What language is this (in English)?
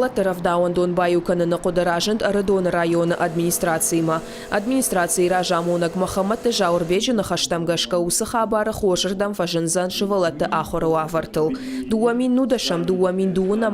Ossetic